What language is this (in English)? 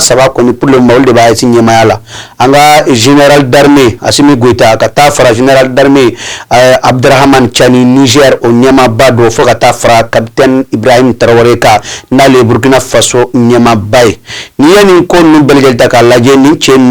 Bambara